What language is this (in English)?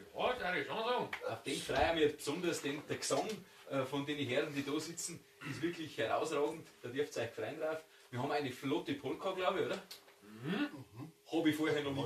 Bavarian